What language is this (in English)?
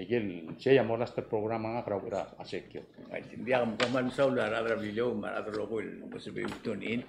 Palauan